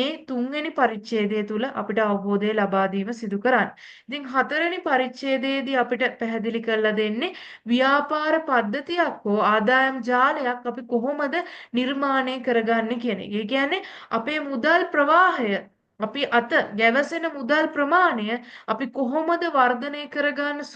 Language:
Sinhala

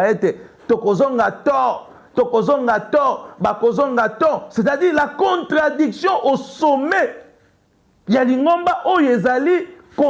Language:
Lingala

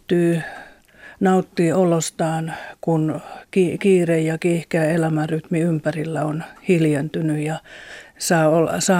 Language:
Finnish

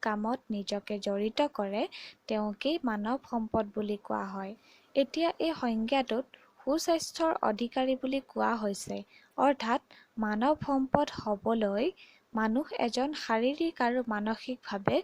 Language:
Assamese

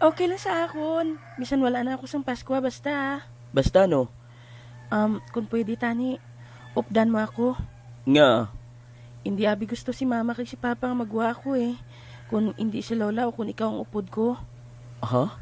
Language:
Hiligaynon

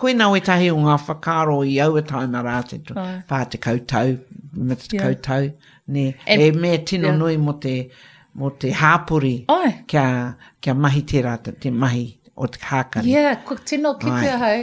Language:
Māori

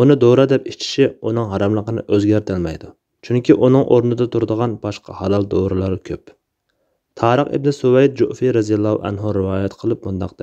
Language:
Uyghur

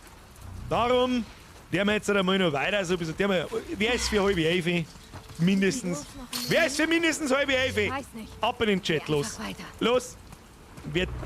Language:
Bavarian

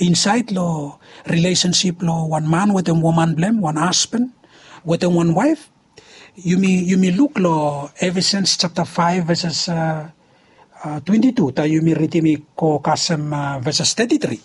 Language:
Bislama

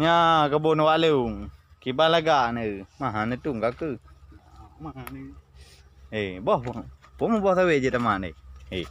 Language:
Achinese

